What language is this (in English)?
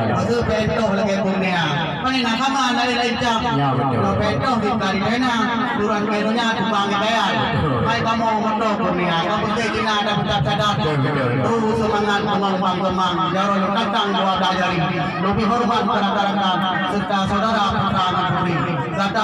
Achinese